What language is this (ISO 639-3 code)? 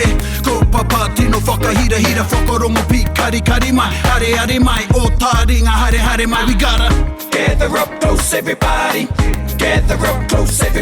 mri